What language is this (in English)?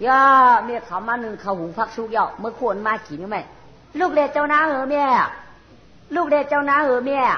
Shan